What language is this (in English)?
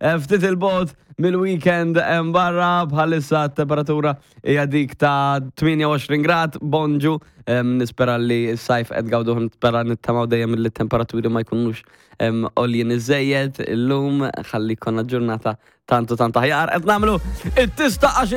Maltese